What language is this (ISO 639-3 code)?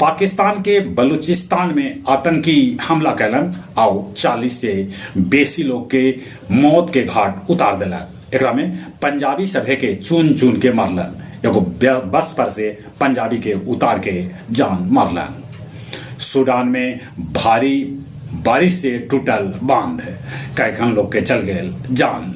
mag